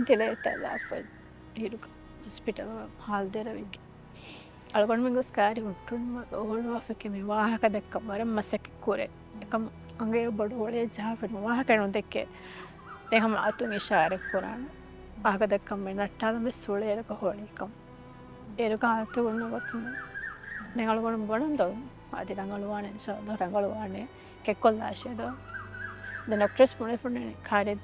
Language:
Divehi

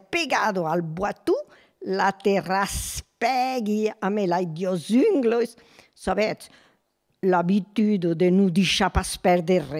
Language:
Occitan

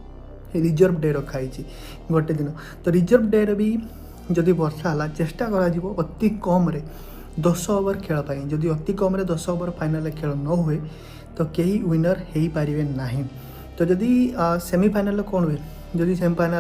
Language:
Odia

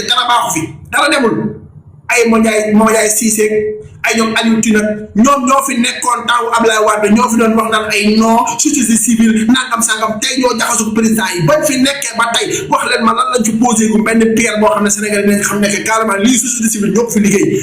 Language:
Wolof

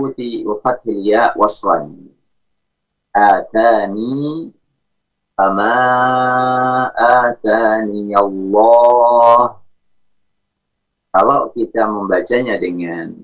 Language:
Indonesian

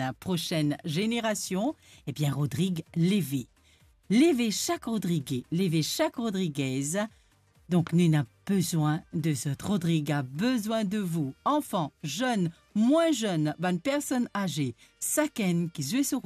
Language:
Morisyen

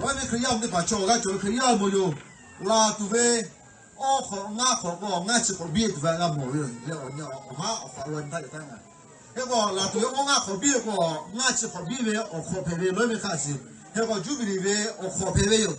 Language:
Lahu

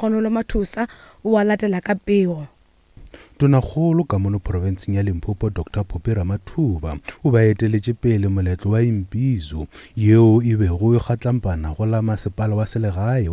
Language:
Northern Sotho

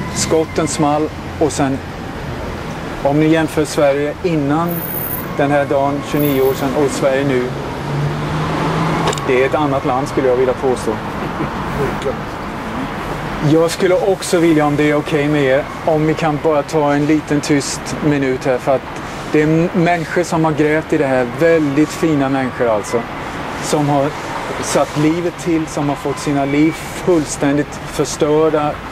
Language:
Swedish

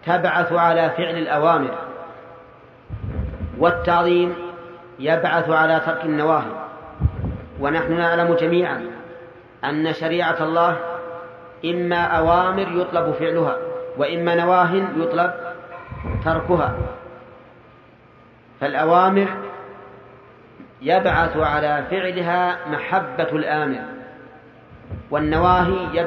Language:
Arabic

